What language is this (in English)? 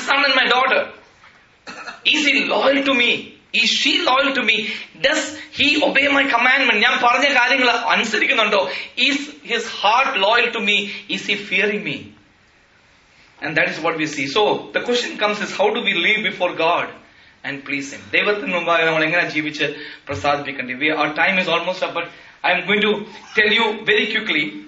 Malayalam